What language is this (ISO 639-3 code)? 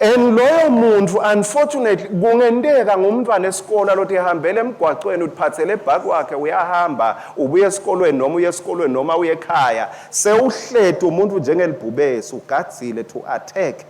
ssw